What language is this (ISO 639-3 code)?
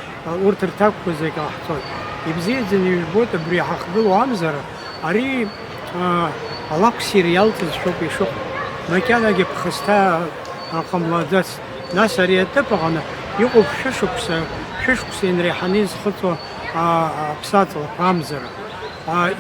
abk